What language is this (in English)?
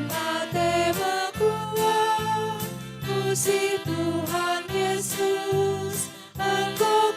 Batak Karo